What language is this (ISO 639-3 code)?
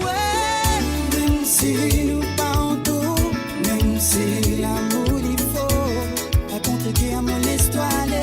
mfe